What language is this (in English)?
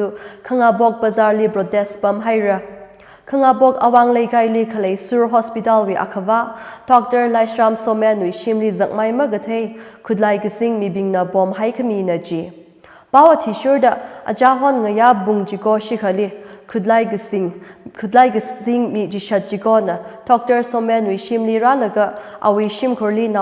Tangkhul Naga (India)